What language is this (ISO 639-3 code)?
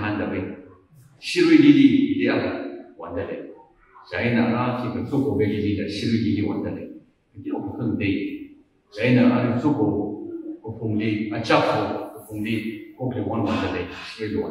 nmf